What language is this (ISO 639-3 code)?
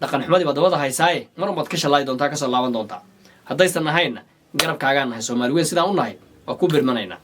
som